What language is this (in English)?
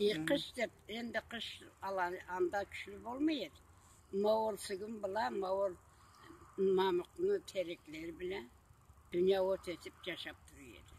Karachay-Balkar